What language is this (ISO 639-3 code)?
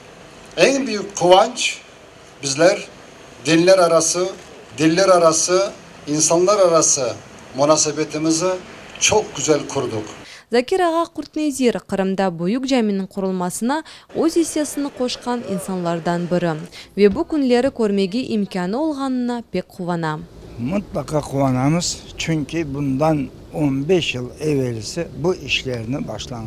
crh